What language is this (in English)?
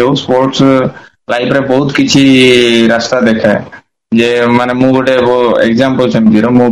Odia